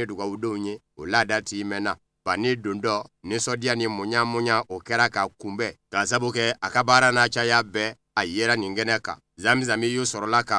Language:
Bambara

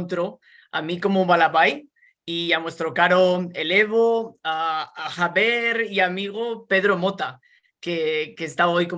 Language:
Ladino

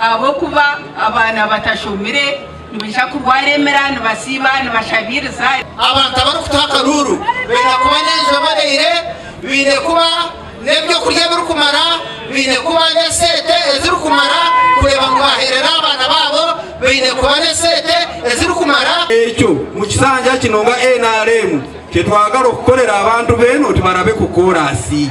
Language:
Nyankole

